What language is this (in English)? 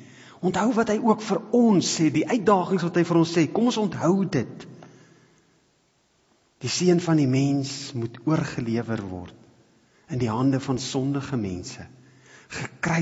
Afrikaans